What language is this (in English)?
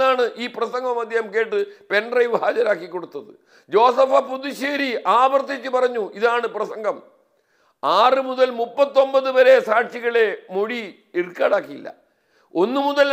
Malayalam